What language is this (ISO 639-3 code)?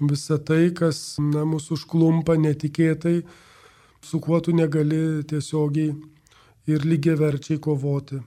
lit